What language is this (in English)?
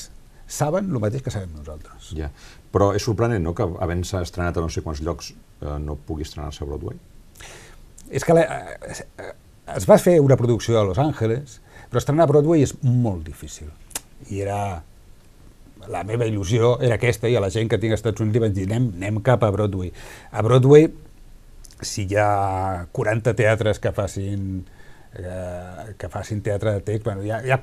Catalan